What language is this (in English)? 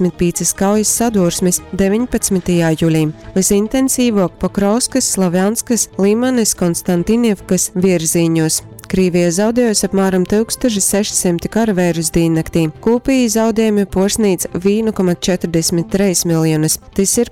Latgalian